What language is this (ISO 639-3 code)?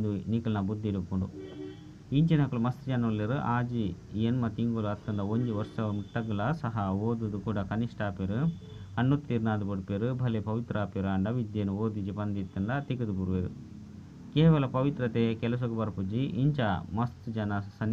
tcy